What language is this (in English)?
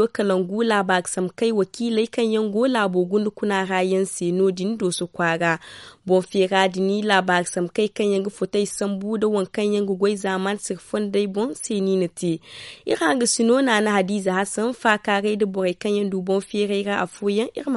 Zarma